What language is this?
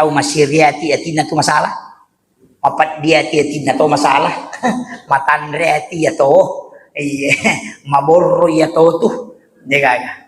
Buginese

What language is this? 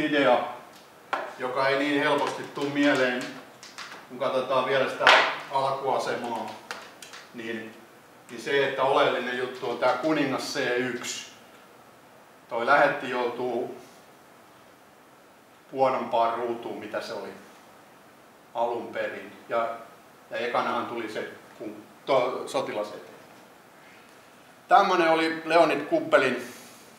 Finnish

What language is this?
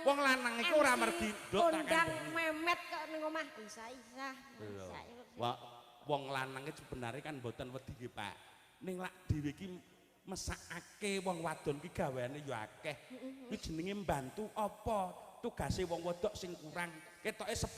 Javanese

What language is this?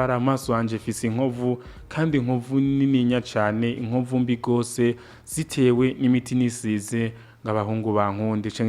Rundi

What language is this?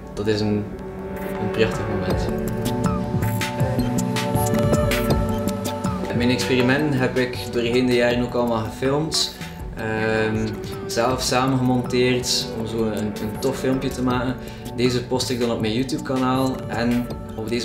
Dutch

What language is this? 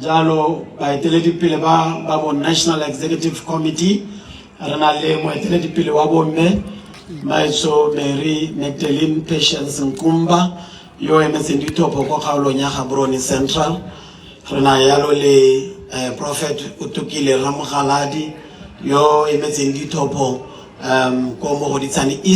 Tswana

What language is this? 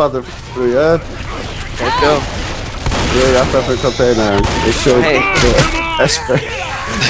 Faroese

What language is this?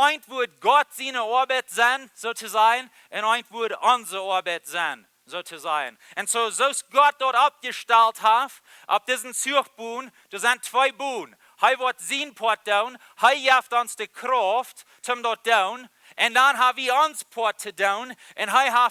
Plautdietsch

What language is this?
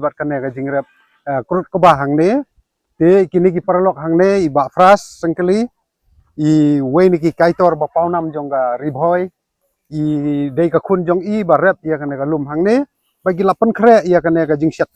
Khasi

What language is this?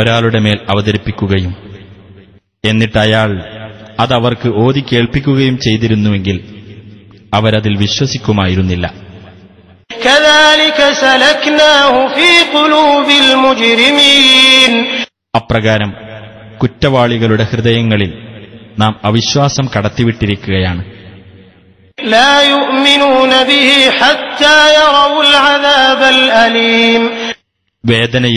Malayalam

